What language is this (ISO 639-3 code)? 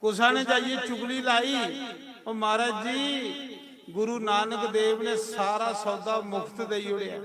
doi